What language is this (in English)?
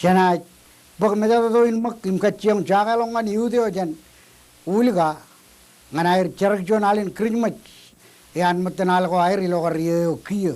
Marshallese